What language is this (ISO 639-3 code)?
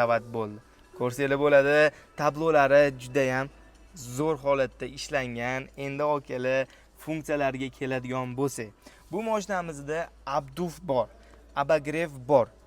uzb